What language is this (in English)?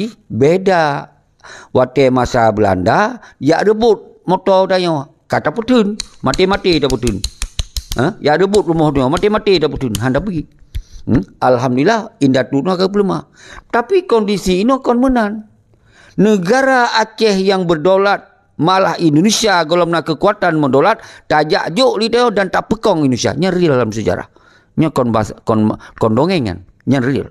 Achinese